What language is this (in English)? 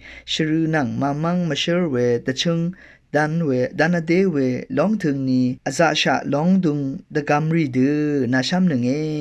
Rawang